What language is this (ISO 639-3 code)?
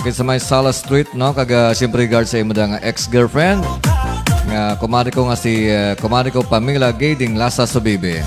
hil